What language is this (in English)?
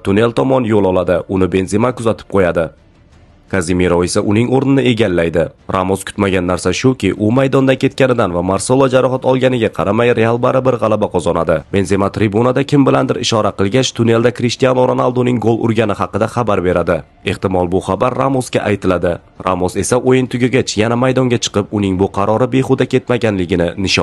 Uzbek